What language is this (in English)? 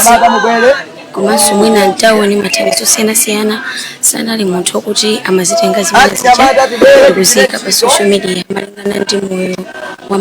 Nyanja